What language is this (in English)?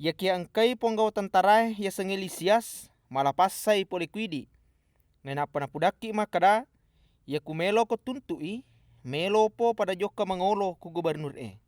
Buginese